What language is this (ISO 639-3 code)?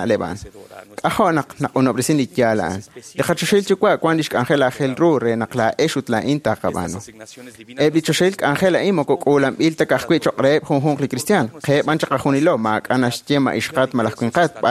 kek